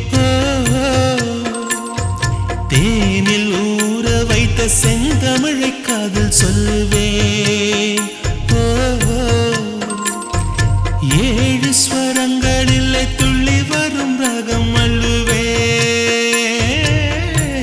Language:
Tamil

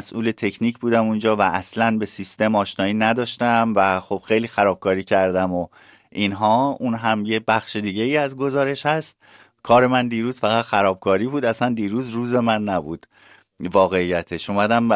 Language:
Persian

